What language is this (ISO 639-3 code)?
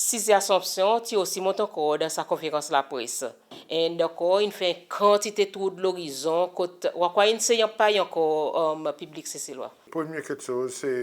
crs